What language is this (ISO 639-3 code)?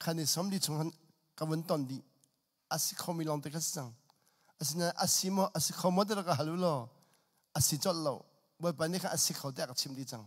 cnh